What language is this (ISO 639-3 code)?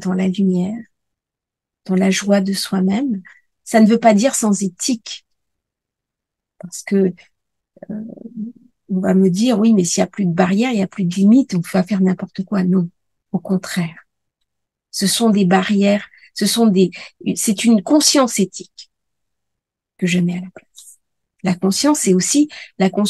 fra